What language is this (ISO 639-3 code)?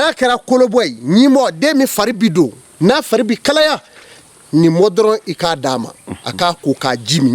bam